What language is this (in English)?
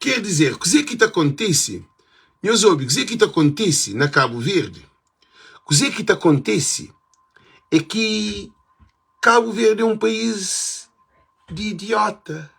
Kabuverdianu